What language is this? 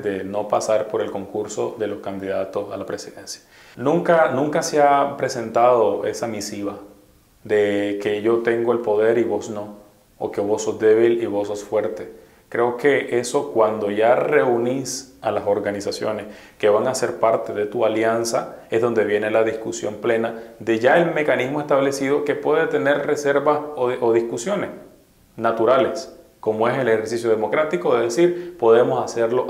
Spanish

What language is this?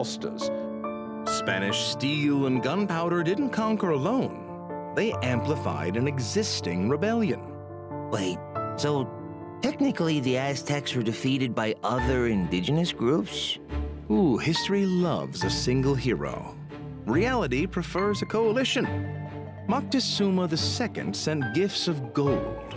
English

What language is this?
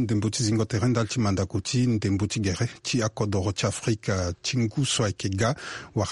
Sango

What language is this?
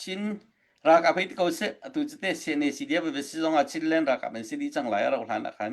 Hakha Chin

